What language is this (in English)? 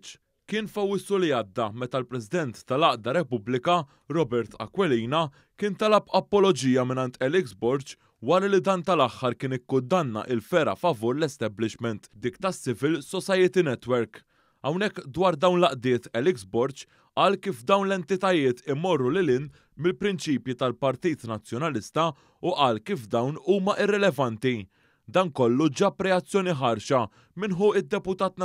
Maltese